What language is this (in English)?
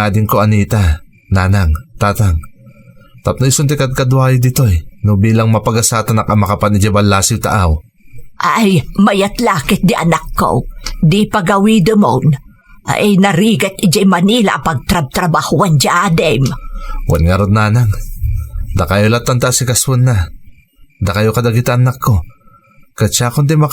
Iloko